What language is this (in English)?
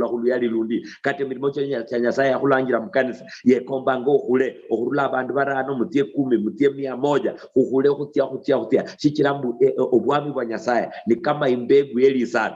Luyia